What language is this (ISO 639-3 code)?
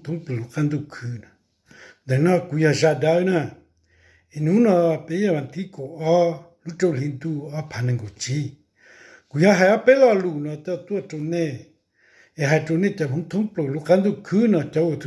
hmn